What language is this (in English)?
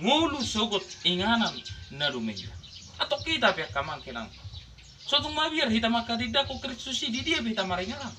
Batak Toba